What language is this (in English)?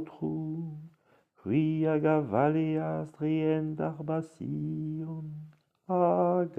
Breton